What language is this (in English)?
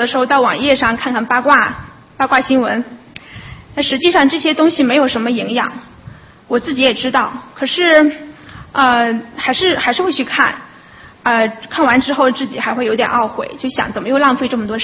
Chinese